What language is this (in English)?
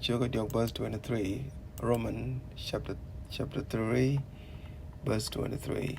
Nuer